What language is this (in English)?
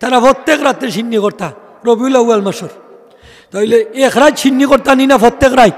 Sylheti